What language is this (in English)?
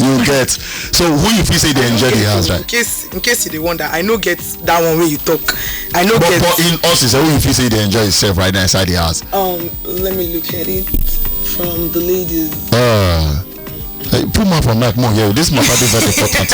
Nigerian Pidgin